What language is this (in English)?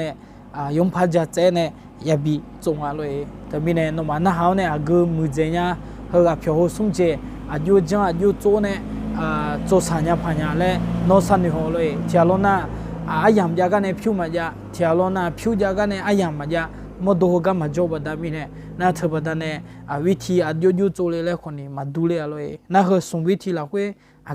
Akha